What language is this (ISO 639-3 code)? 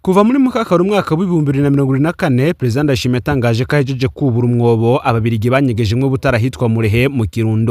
run